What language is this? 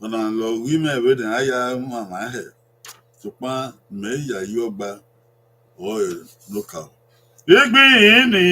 Bini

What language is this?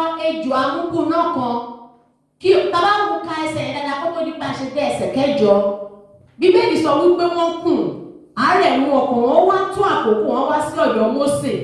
Yoruba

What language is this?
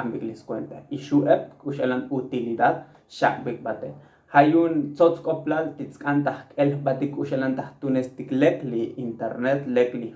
Tzotzil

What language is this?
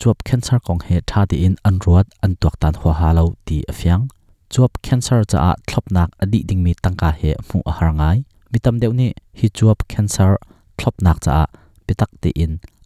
Hakha Chin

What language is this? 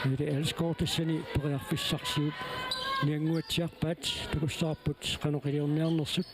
Kalaallisut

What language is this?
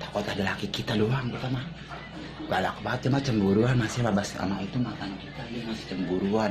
Betawi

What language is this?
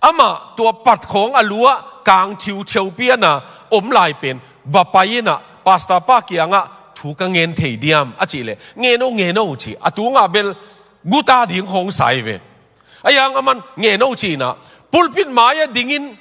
Tedim Chin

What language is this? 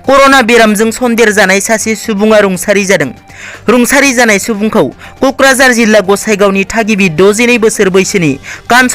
Bodo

